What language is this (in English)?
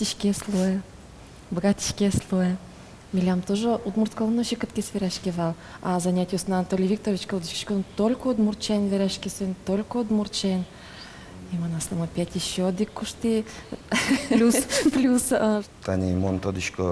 Udmurt